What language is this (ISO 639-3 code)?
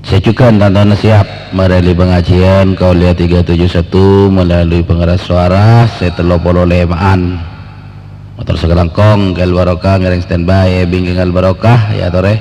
mad